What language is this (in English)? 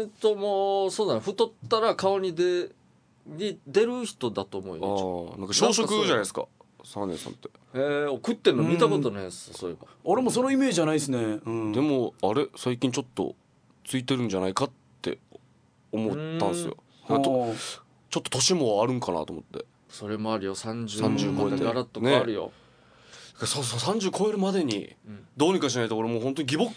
Japanese